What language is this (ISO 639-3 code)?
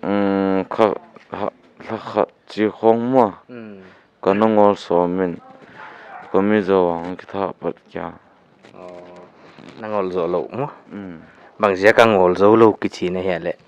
pck